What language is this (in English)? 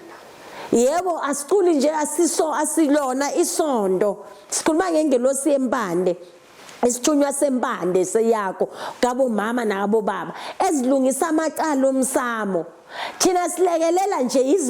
Zulu